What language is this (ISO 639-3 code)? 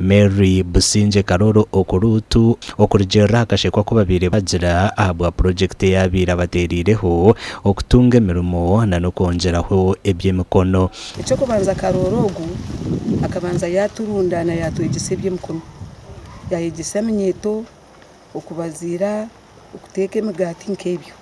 nyn